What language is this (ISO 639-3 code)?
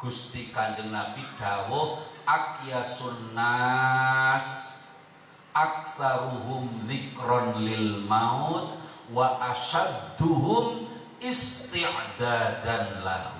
jav